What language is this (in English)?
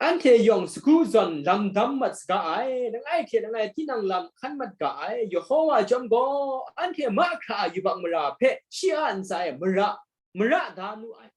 Kachin